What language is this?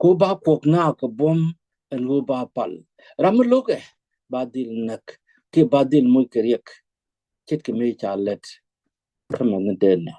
Nuer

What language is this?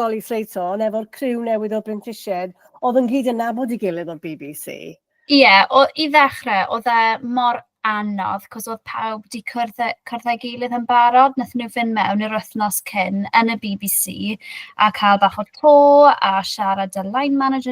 Welsh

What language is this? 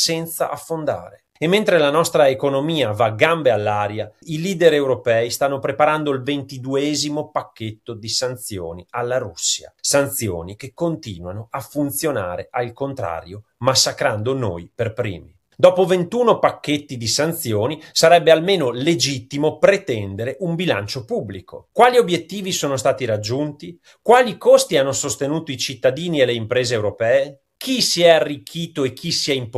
Italian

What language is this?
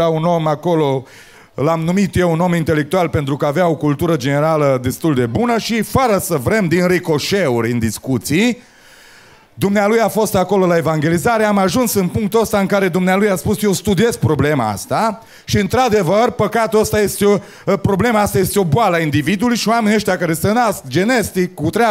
Romanian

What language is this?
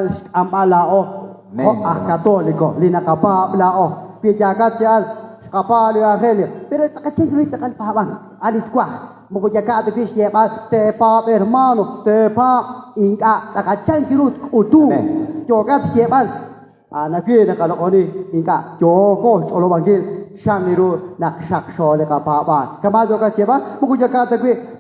Kekchí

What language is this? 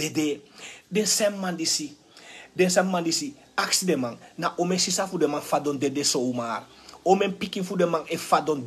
Sranan Tongo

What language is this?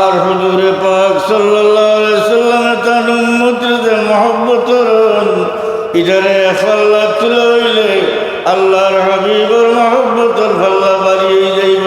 Sylheti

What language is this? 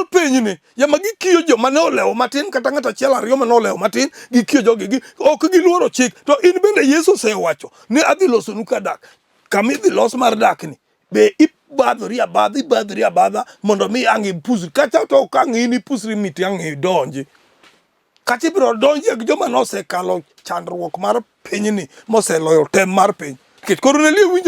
Luo (Kenya and Tanzania)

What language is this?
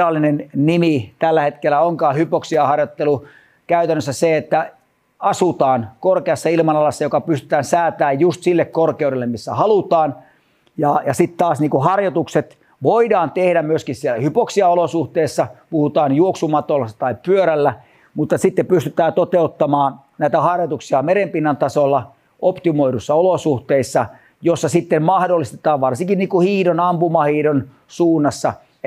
Finnish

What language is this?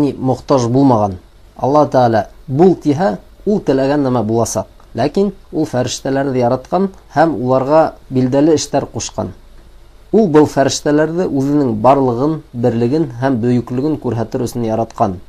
Bashkir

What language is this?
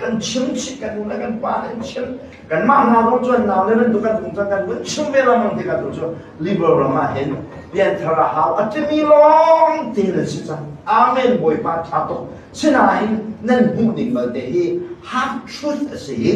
Hakha Chin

